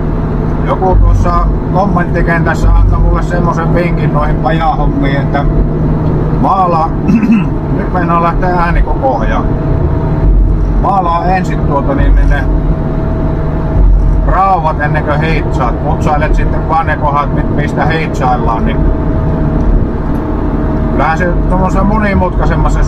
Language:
Finnish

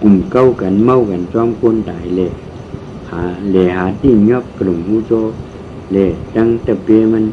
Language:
Shan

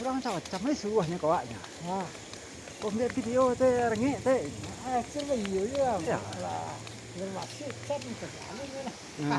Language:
Minangkabau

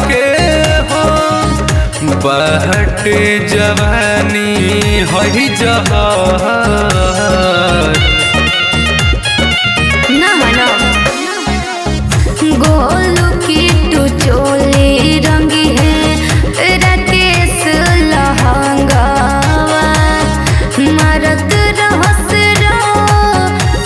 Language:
Bhojpuri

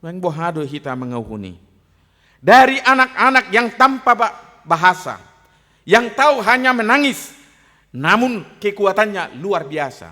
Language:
Batak Toba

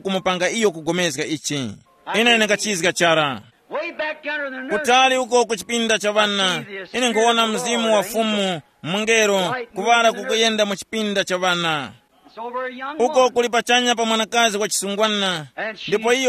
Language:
Tumbuka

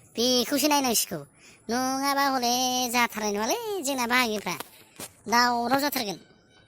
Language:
Bodo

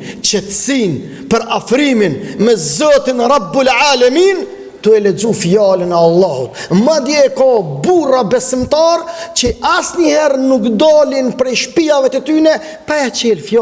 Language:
Albanian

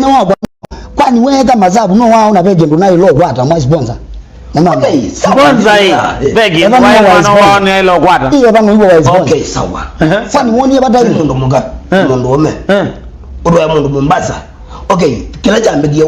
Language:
Kamba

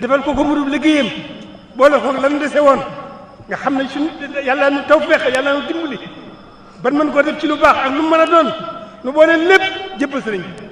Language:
Wolof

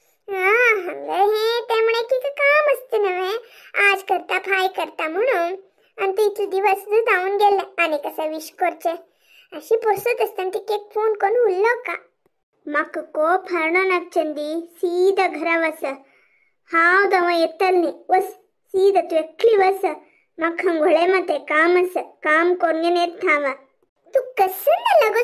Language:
Konkani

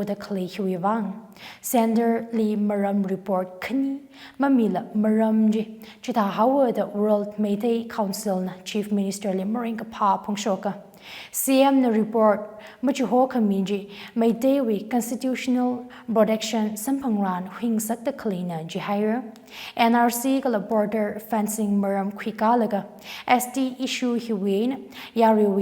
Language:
Tangkhul Naga (India)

